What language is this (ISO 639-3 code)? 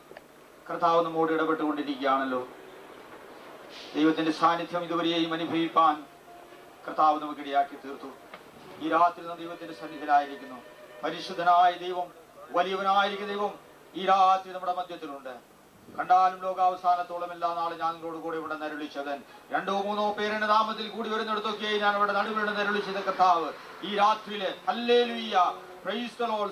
mal